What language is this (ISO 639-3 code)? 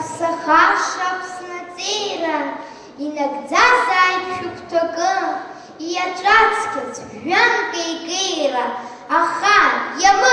abk